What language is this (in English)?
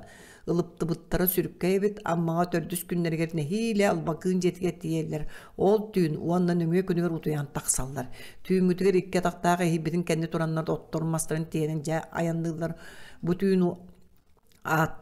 Yakut